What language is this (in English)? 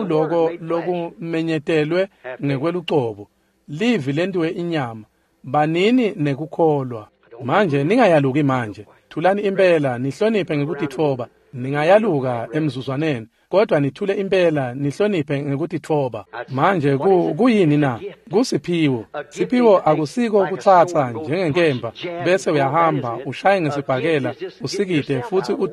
Swati